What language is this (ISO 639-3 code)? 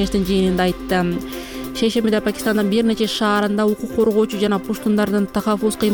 kir